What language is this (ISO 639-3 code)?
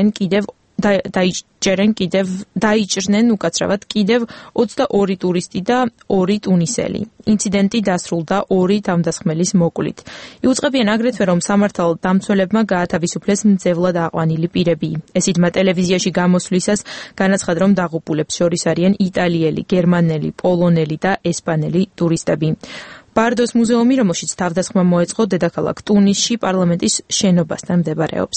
kat